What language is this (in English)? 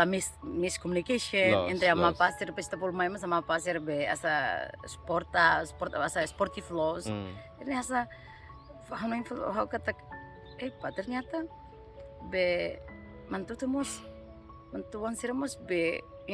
Tetum